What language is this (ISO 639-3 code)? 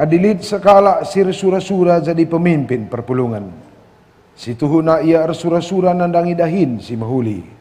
btx